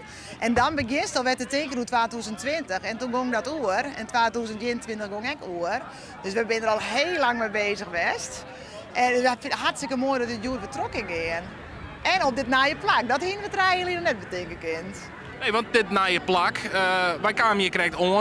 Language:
Western Frisian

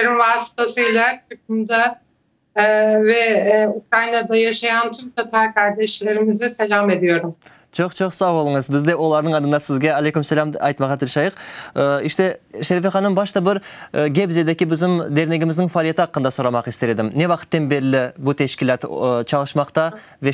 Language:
Crimean Tatar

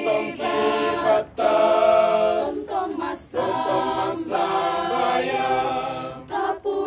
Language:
Toraja-Sa'dan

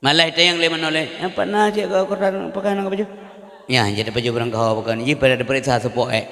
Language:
Achinese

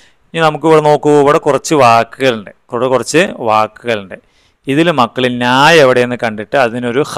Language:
Malayalam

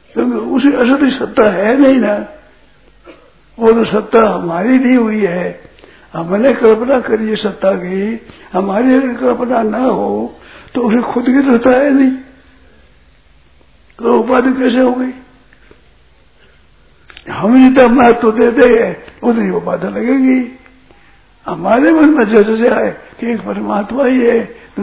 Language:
Hindi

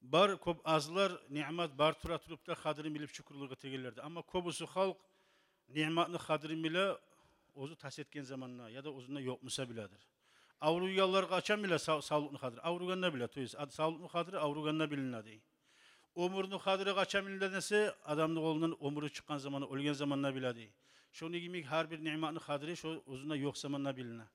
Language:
Kumyk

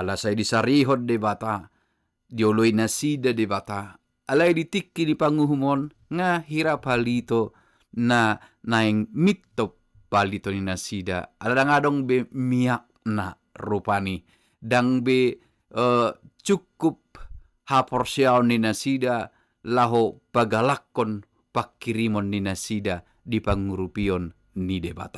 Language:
Batak Toba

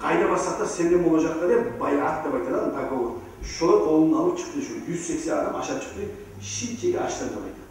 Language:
Kumyk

